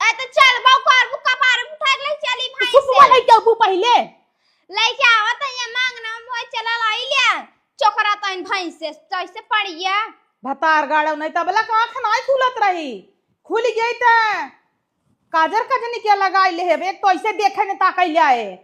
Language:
Awadhi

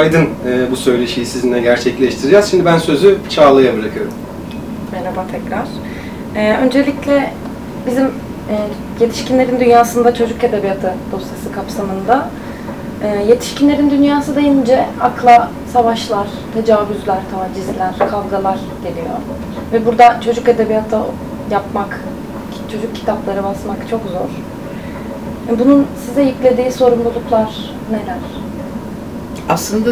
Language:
Turkish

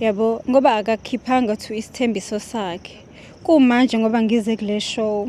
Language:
Zulu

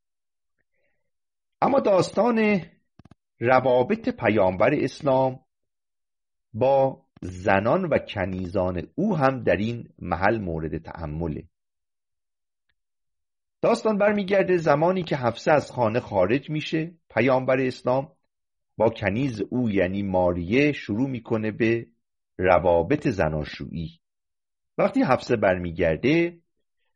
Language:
Persian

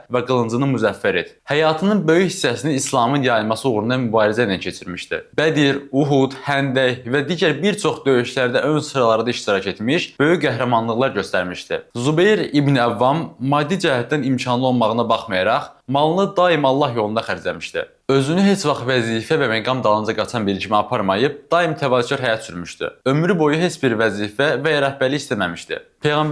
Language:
Azerbaijani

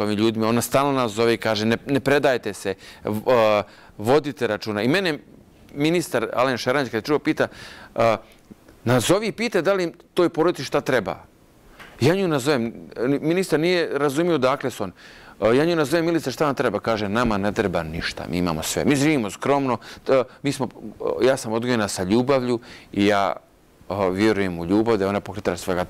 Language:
Bosnian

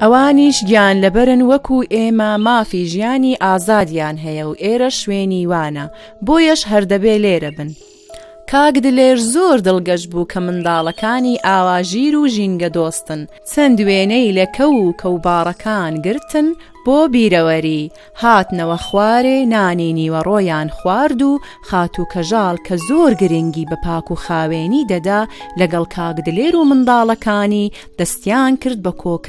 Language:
Central Kurdish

